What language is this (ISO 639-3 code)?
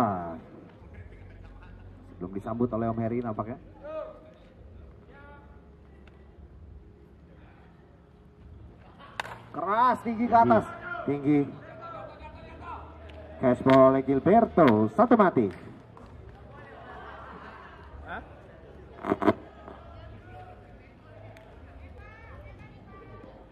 ind